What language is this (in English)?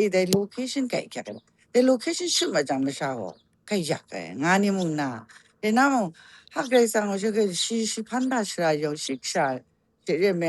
Kachin